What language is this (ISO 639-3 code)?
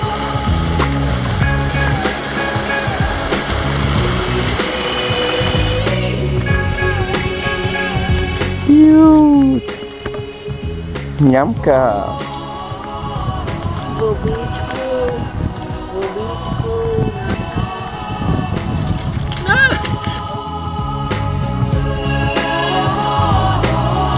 ces